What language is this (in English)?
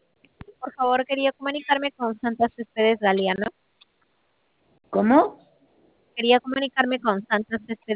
Spanish